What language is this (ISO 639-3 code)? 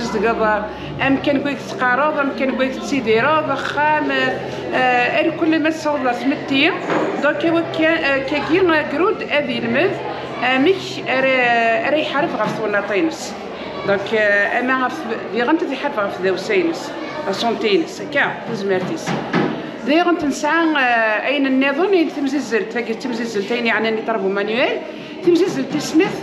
kab